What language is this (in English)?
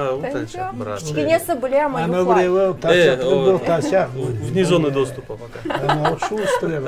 Crimean Tatar